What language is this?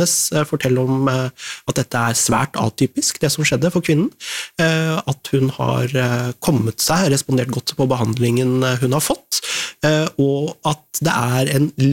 Norwegian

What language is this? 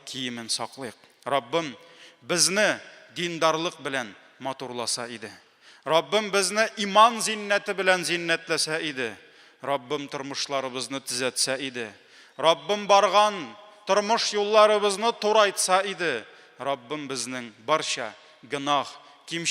Tatar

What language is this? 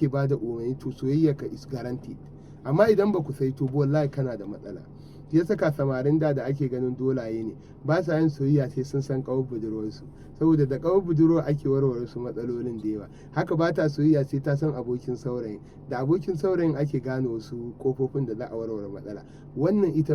Hausa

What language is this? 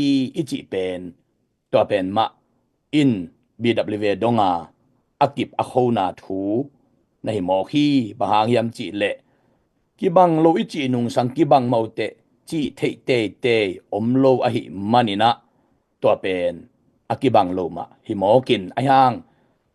Tedim Chin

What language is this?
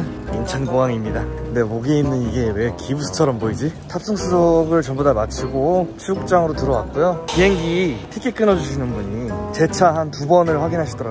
Korean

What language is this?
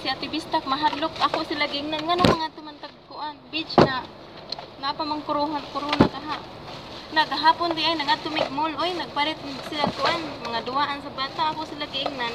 Cebuano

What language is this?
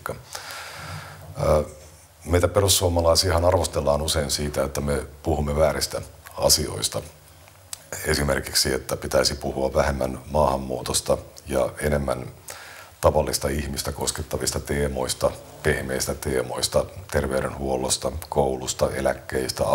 Finnish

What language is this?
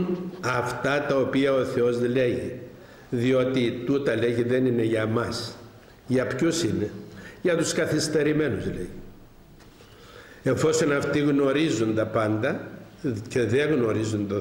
Greek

